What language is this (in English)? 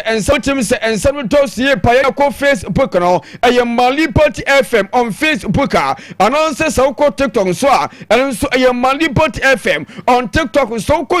Akan